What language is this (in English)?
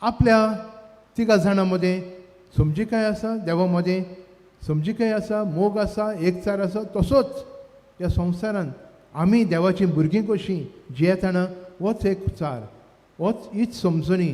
Konkani